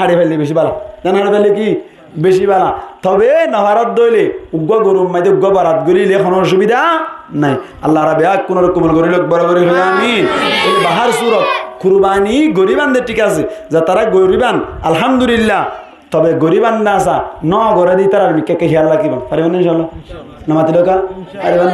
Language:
Rohingya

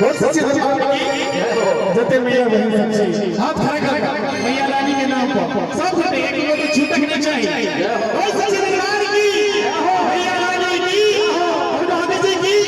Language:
Maithili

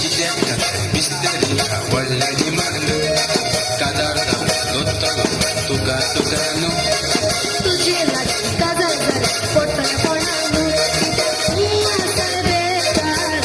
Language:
Konkani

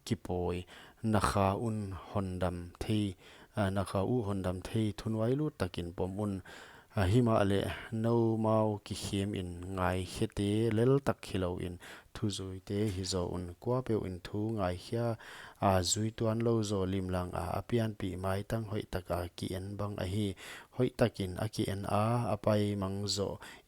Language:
Paite Chin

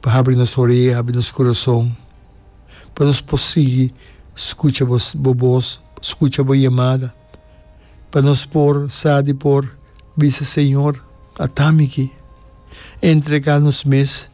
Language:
Papiamento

